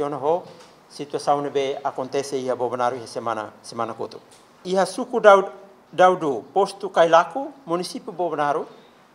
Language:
Tetum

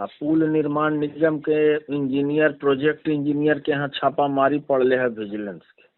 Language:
Magahi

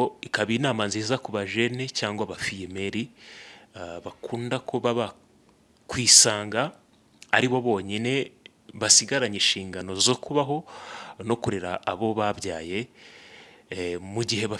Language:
Kinyarwanda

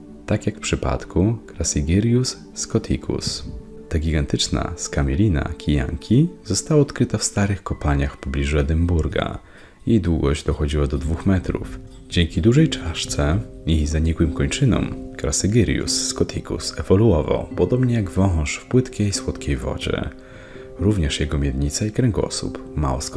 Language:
Polish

